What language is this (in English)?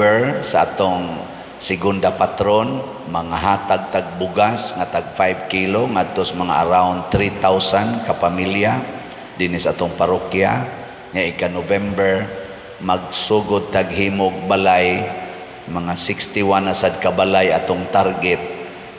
Cebuano